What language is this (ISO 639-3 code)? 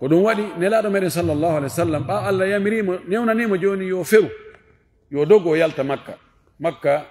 ful